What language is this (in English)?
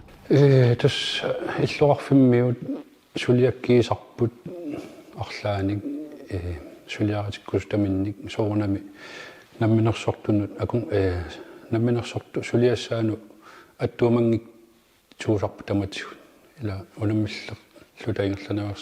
Kalaallisut